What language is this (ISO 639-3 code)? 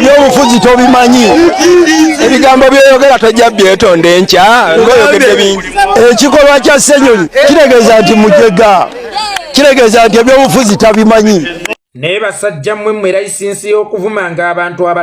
lug